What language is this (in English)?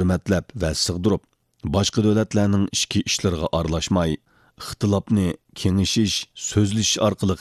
Uyghur